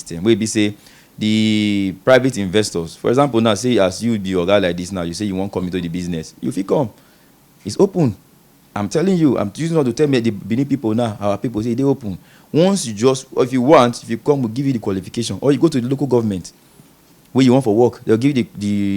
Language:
Nigerian Pidgin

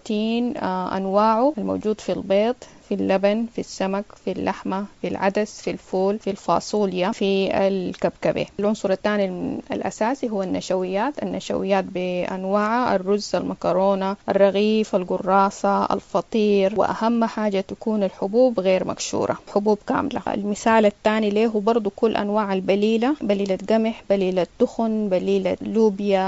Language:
Sudanese Arabic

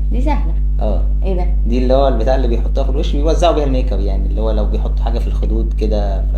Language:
Egyptian Arabic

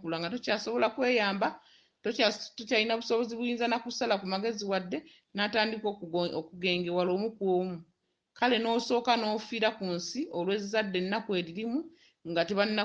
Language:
Ganda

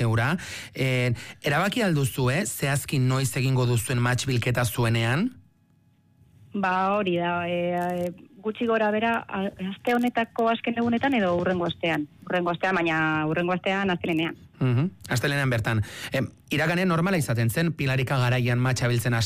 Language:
Basque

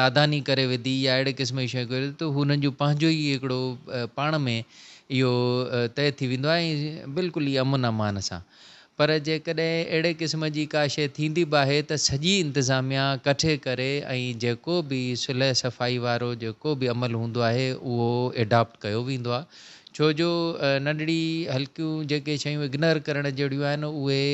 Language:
Sindhi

